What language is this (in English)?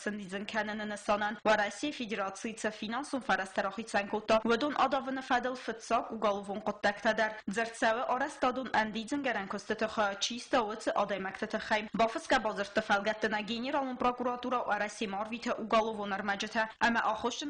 Ossetic